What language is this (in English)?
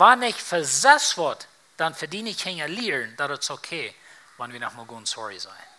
Plautdietsch